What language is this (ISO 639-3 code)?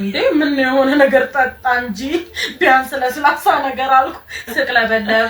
amh